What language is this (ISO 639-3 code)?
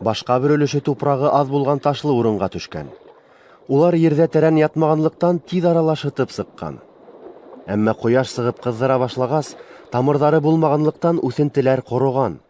bak